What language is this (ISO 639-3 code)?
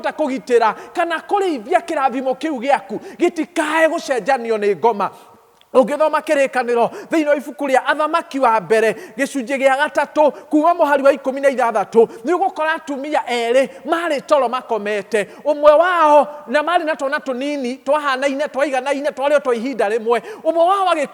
kik